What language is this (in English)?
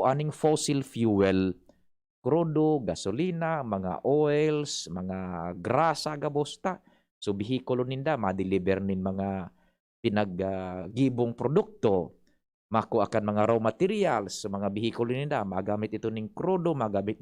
Bikol